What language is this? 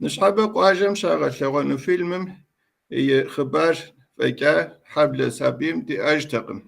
Kabardian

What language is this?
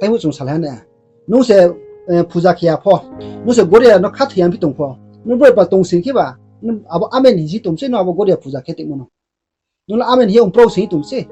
Riang (India)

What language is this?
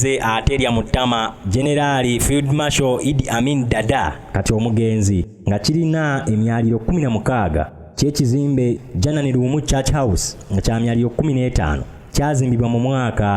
Ganda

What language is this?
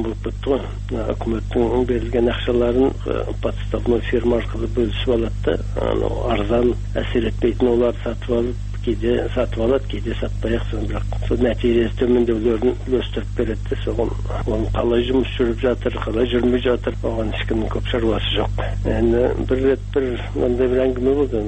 Kazakh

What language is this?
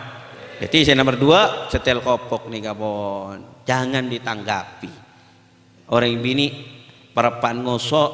Madurese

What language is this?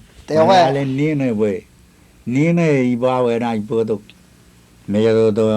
Marshallese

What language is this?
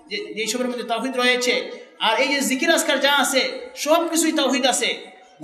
Bangla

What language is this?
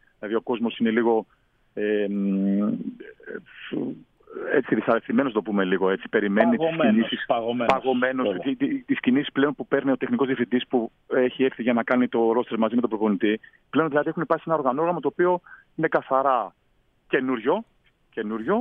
Greek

